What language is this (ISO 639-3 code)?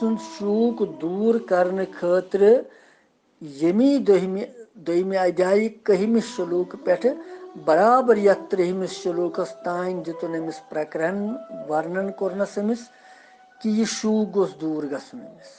kas